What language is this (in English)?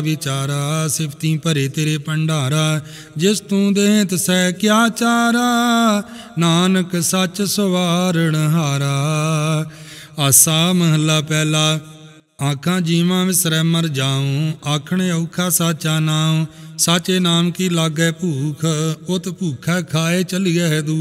Punjabi